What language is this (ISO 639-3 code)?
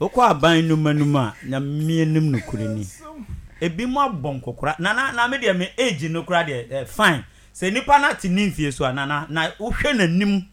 aka